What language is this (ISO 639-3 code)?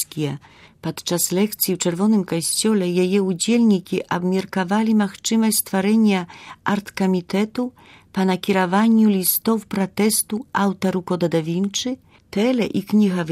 bel